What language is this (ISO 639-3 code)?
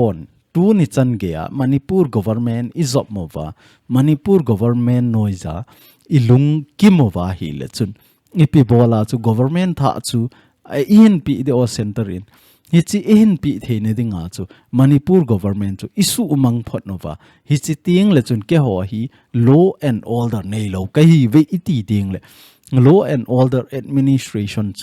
tcz